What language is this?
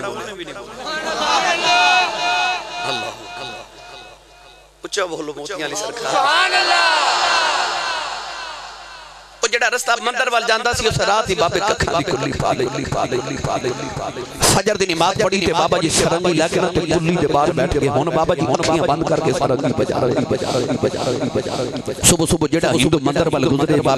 Western Panjabi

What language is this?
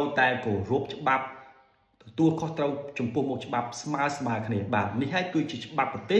Khmer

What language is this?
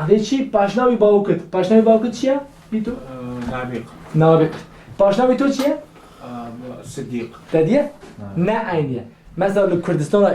Kurdish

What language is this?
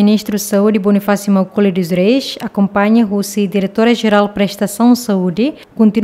Tetum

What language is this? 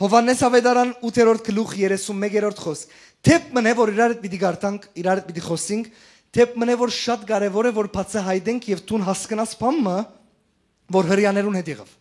Western Armenian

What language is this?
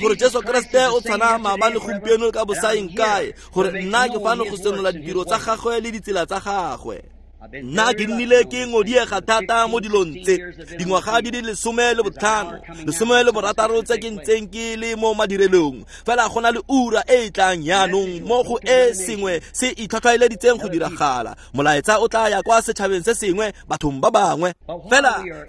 Tswana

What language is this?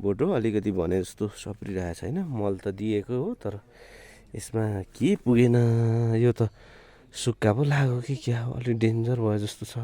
Nepali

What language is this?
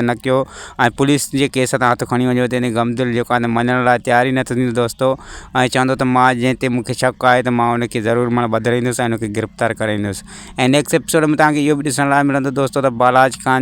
Sindhi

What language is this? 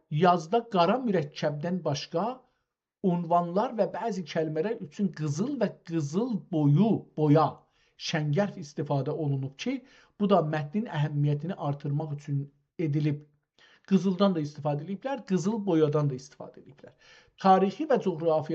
South Azerbaijani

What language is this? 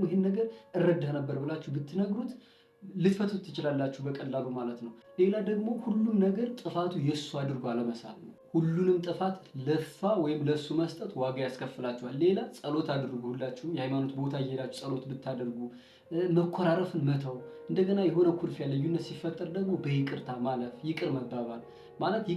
Amharic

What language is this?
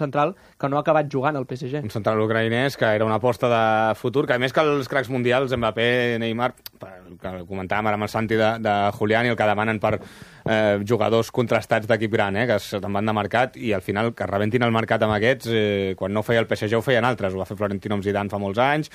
Catalan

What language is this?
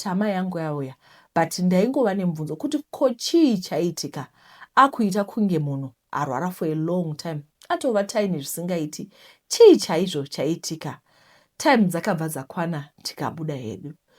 Shona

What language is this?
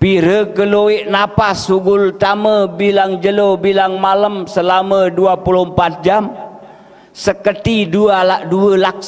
Sasak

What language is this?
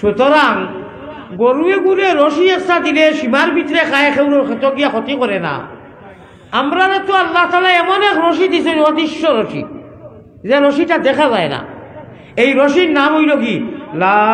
Sylheti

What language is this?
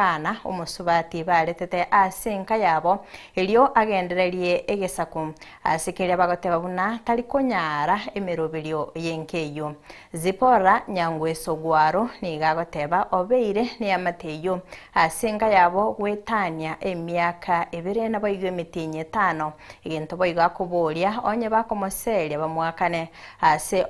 Gusii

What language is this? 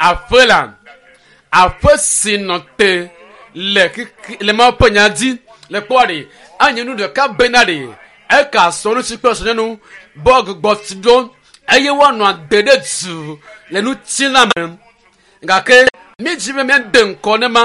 Ewe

